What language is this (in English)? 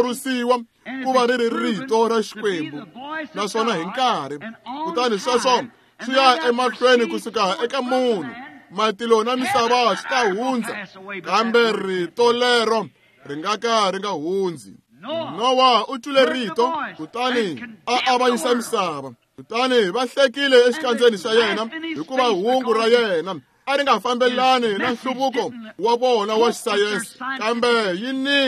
Tsonga